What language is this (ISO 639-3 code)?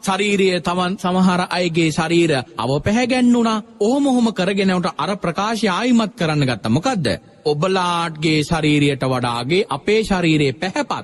sin